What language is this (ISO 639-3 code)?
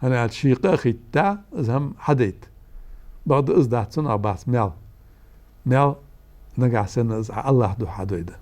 inh